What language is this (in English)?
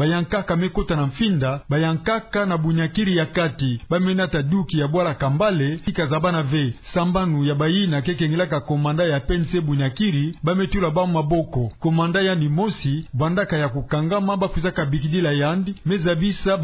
Kituba (Democratic Republic of Congo)